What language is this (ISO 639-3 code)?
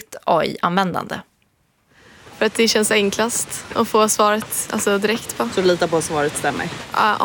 swe